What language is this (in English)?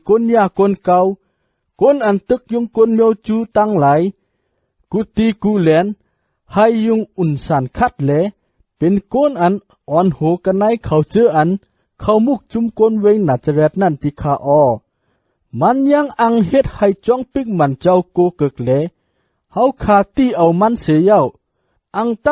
Shan